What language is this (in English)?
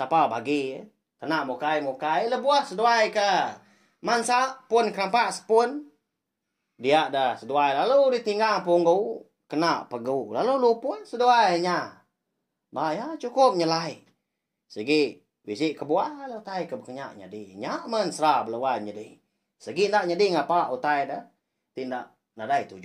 Iban